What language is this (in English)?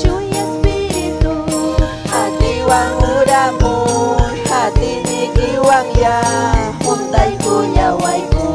Ayacucho Quechua